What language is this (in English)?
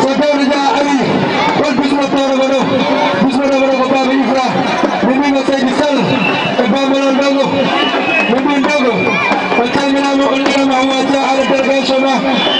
Fula